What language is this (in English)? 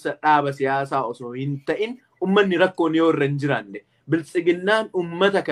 Oromo